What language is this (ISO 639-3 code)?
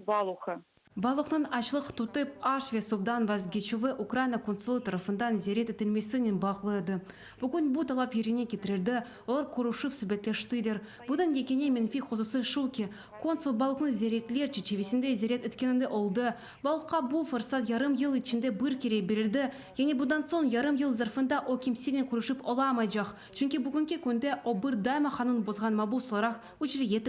crh